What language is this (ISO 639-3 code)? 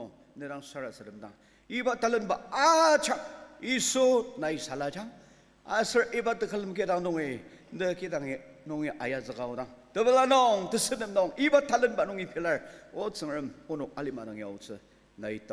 njo